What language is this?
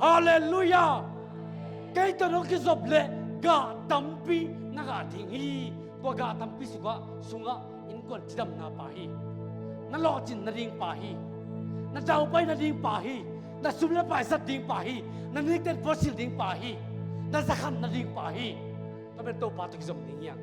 Tedim Chin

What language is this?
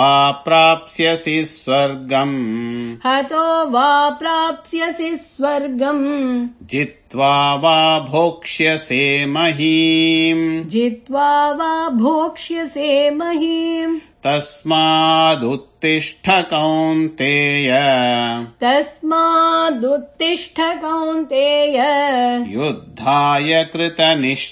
Sanskrit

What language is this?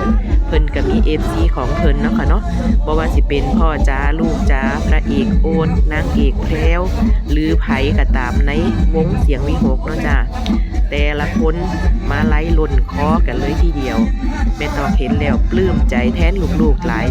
Northeastern Thai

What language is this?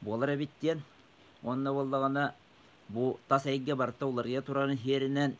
Yakut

